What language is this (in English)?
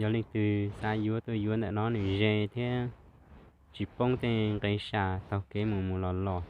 Hmong